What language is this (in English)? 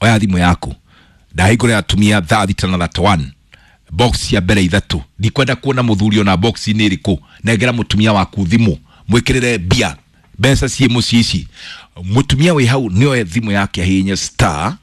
Kikuyu